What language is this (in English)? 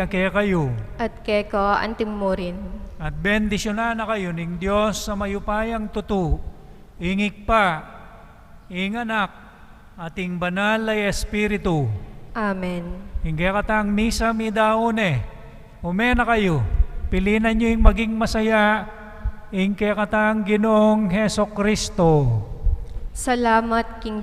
Pampanga